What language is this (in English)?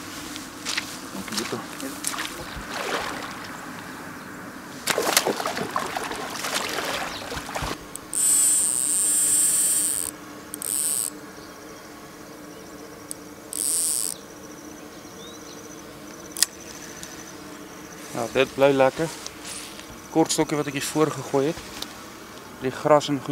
Afrikaans